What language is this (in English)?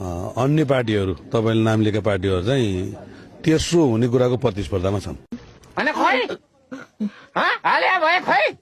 Nepali